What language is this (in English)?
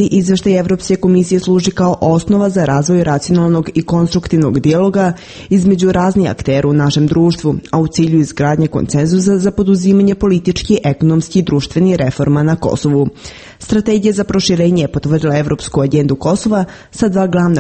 Serbian